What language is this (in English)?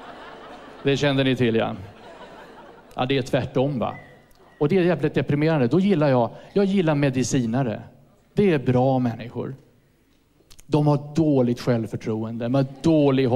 Swedish